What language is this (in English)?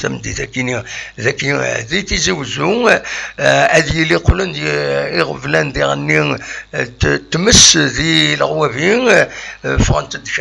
Kabyle